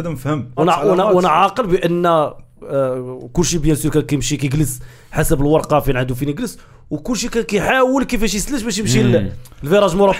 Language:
Moroccan Arabic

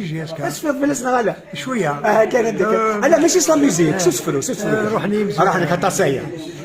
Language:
Kabyle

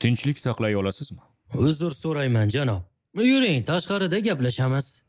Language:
Uzbek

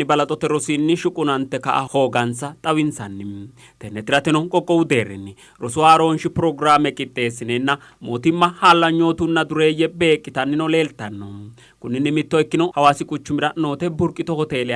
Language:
Sidamo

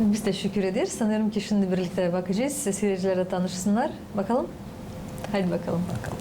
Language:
Gagauz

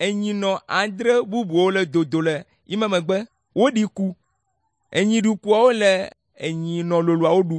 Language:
Ewe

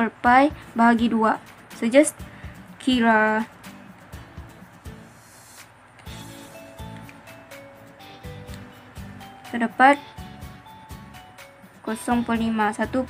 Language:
Malay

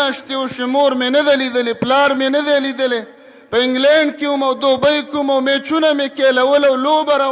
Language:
Pashto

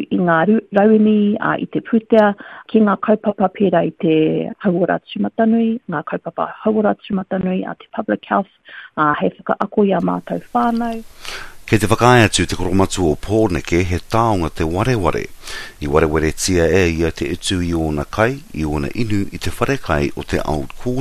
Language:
Māori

